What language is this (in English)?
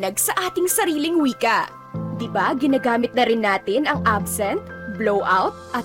Filipino